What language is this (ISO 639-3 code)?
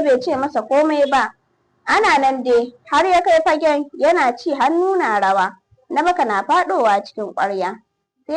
hau